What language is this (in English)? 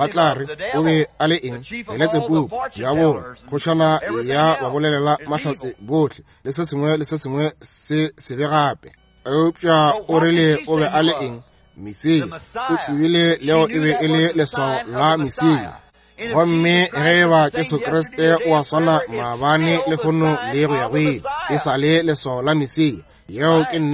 Northern Sotho